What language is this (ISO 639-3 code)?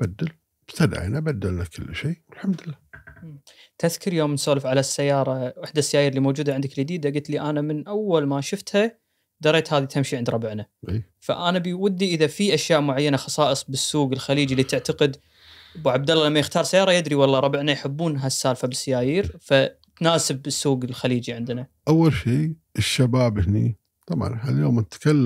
afb